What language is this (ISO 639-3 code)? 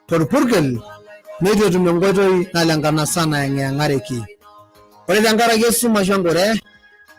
mas